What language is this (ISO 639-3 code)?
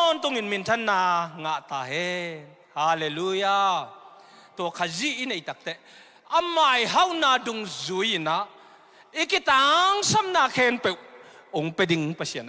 ctd